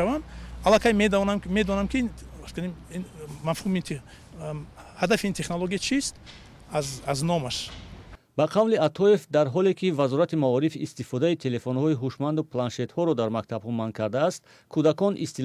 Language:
Tajik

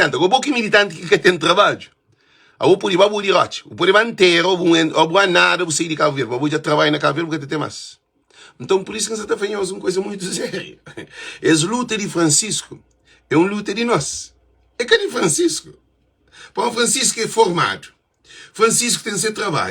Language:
Kabuverdianu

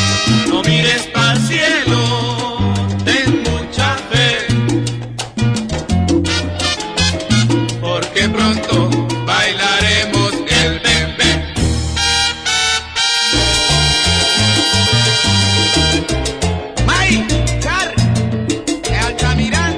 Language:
Spanish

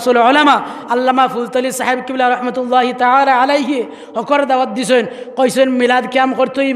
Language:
Sylheti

